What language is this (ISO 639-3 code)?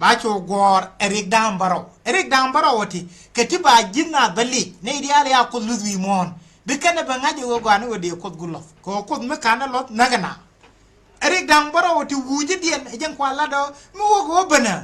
nus